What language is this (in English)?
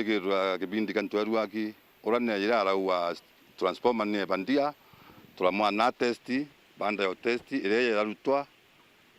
Meru